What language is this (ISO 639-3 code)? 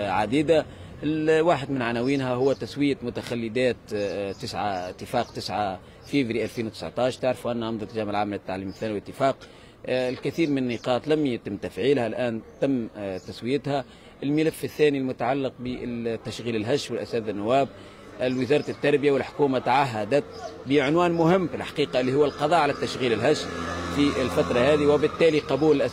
aeb